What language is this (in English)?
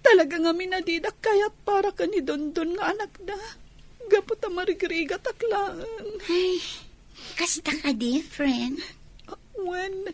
Iloko